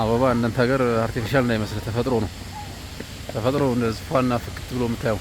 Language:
Amharic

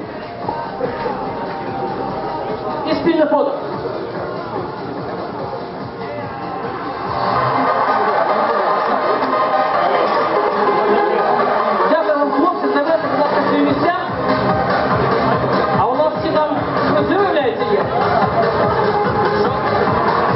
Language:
Ukrainian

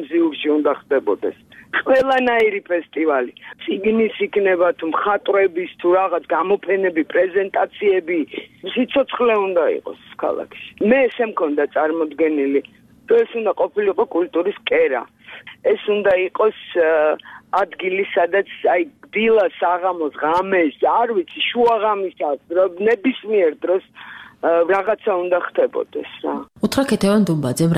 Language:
Georgian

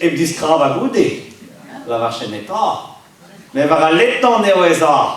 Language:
Breton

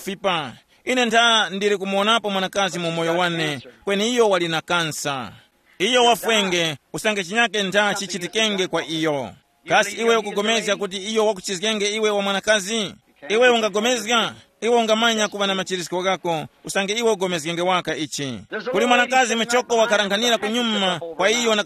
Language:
Tumbuka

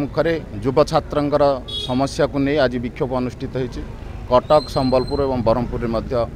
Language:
Odia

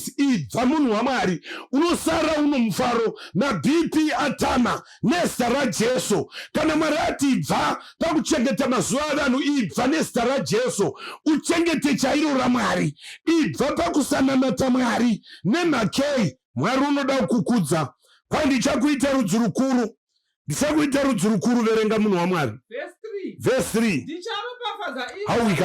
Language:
Shona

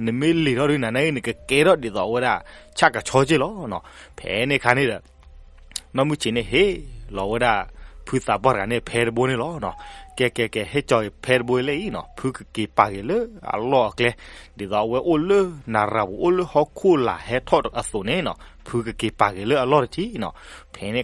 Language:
S'gaw Karen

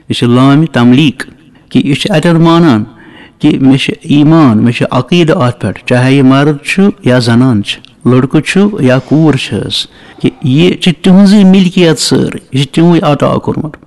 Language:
Kashmiri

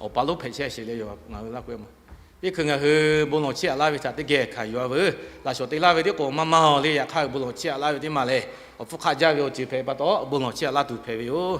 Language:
Lahu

